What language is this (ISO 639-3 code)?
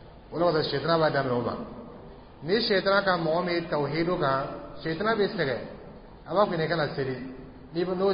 dyu